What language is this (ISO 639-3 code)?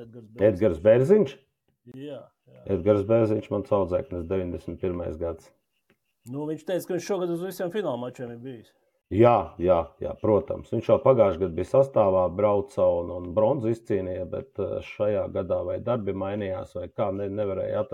lav